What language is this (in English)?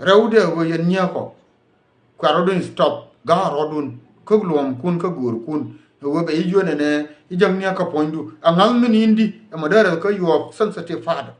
Nuer